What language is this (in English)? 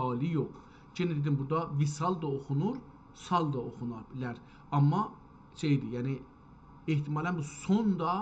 South Azerbaijani